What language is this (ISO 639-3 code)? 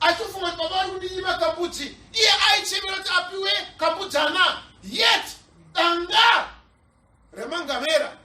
sna